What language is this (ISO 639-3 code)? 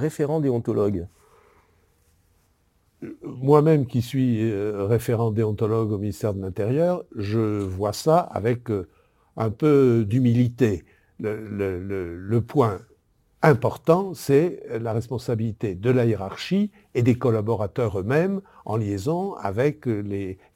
fra